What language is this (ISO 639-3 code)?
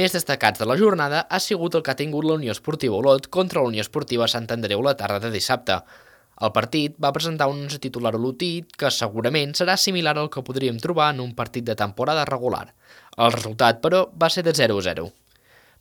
cat